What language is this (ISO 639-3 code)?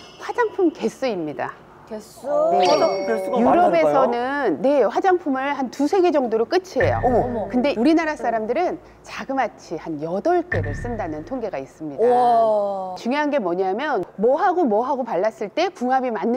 kor